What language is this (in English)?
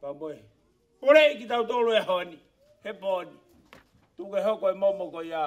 Tongan